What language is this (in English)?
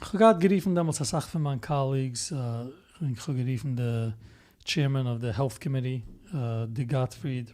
Yiddish